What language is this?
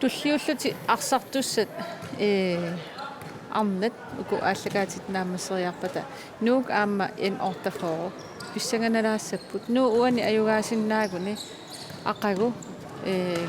Kalaallisut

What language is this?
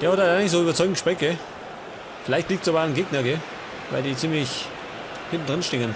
Bavarian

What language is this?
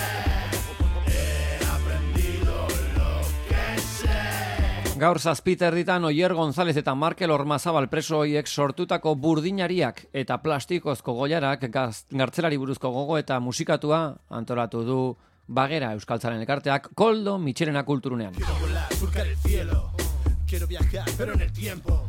Basque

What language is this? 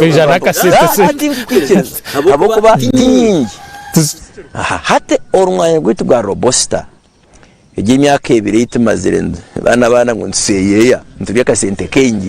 Nyankole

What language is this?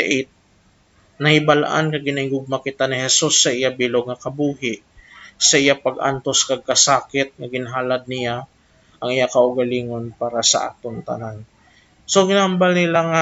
Hiligaynon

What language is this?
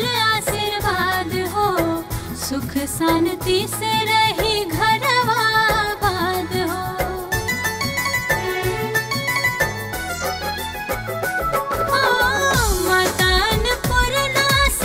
Bhojpuri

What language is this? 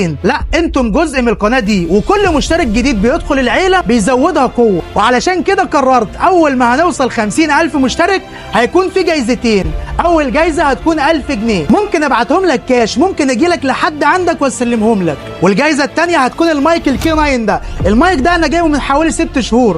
Egyptian Arabic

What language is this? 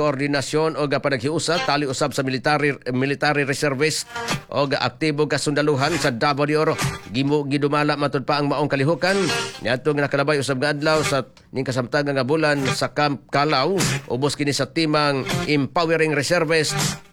Cebuano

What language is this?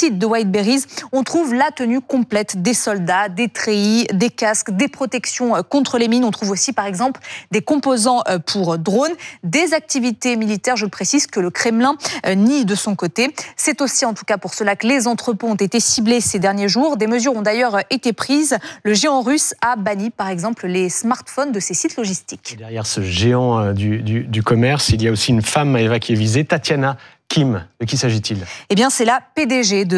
French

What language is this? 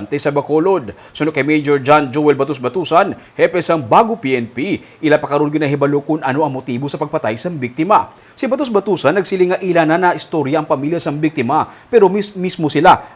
Hiligaynon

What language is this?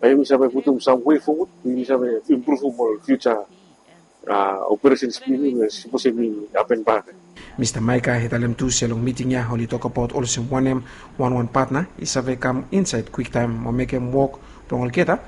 Bislama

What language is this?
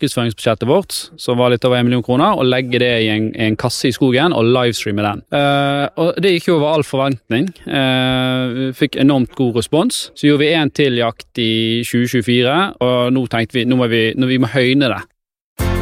Norwegian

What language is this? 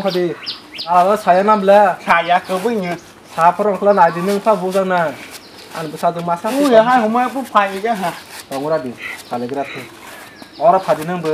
Kok Borok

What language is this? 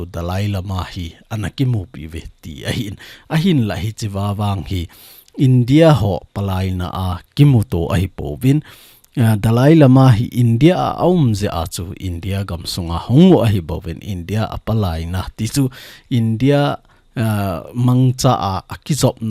Thado Chin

